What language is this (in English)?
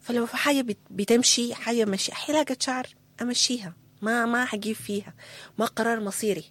Sudanese Arabic